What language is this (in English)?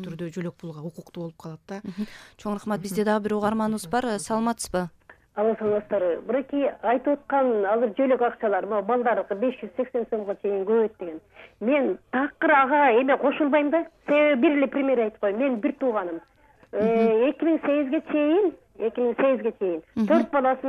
Kyrgyz